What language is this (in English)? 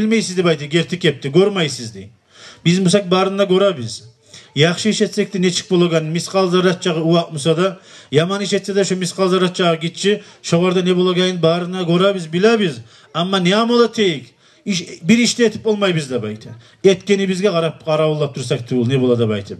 Kumyk